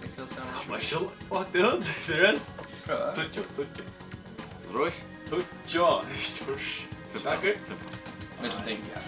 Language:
Faroese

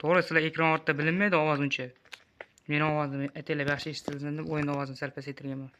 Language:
Uzbek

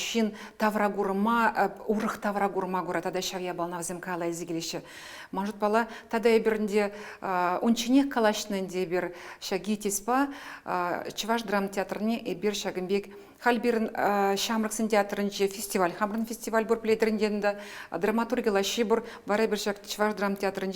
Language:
Chuvash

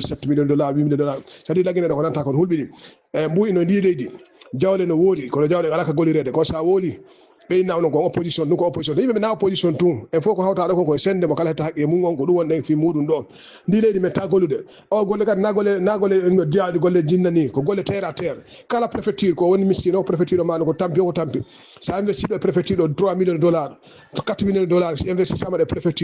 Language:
Fula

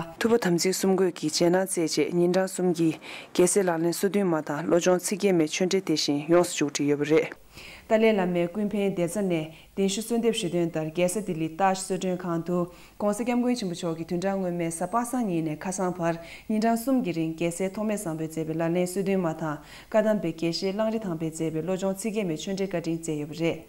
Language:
Tibetan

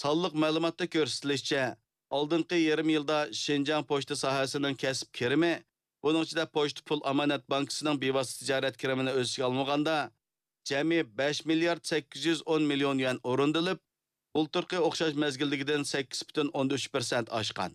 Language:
Uyghur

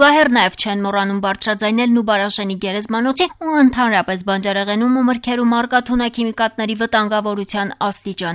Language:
Armenian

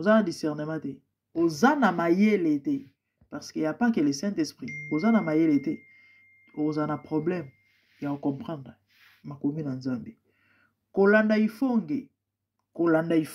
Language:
Lingala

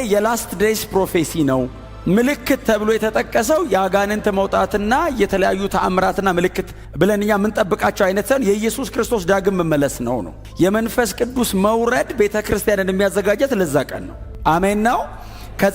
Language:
Amharic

